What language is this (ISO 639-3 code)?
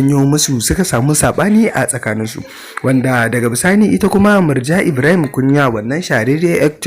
hau